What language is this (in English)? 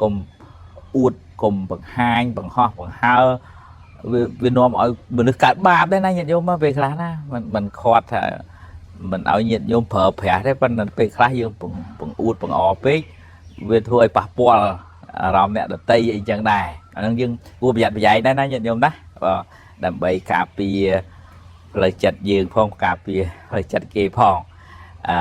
Khmer